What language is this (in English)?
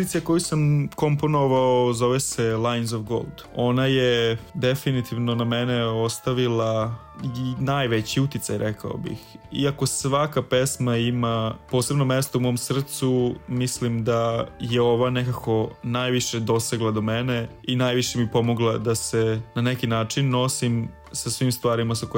Serbian